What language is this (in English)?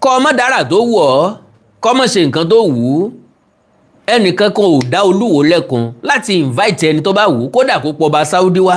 Yoruba